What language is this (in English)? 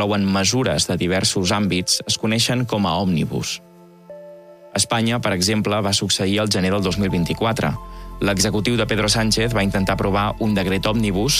Catalan